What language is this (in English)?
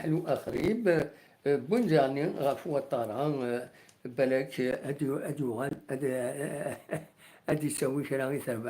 Kabyle